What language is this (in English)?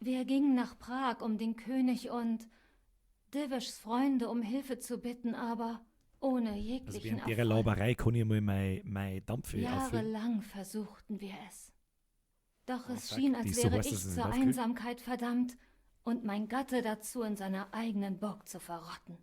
Bavarian